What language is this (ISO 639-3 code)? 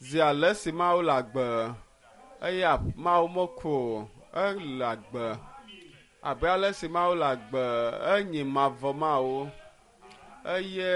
ewe